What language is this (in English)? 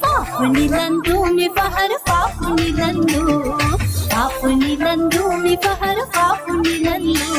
Divehi